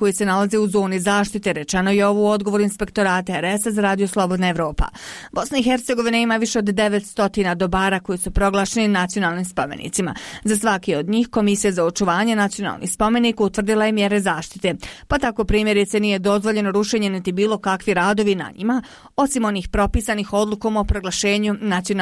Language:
Bosnian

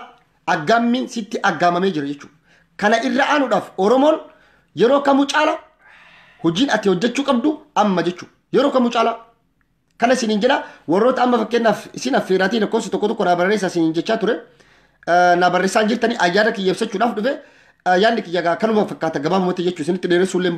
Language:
Oromo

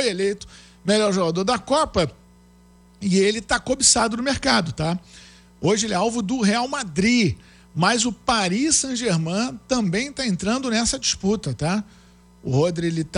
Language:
Portuguese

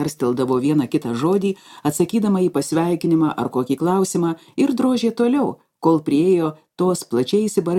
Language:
Lithuanian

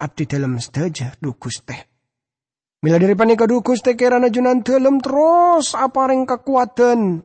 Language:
Madurese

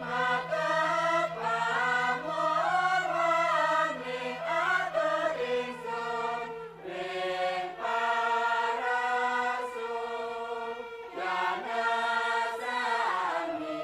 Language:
Balinese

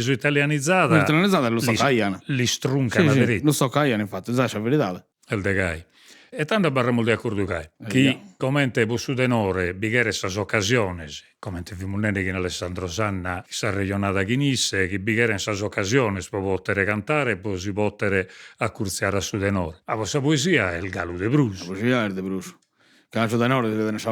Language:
Sardinian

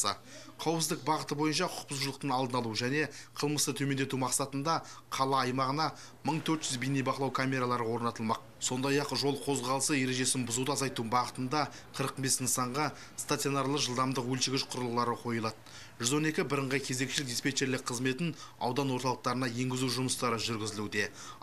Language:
Kazakh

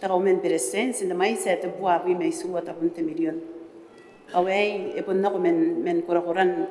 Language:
Gilbertese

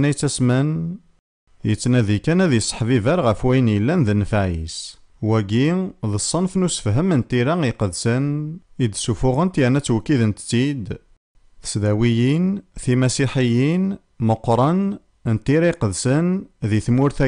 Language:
Kabyle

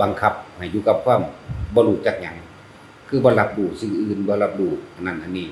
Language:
Lao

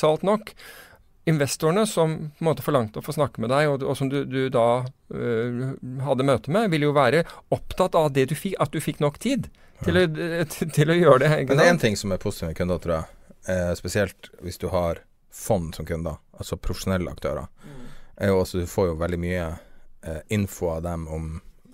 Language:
Norwegian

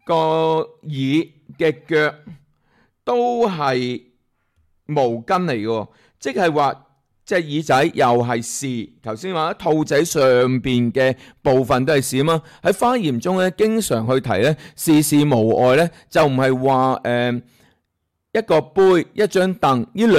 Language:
Cantonese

